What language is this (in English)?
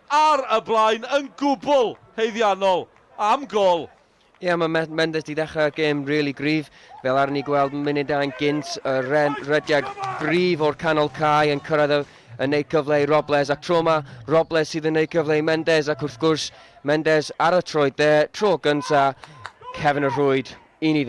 Welsh